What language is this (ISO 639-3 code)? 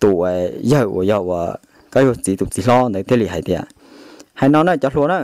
hmn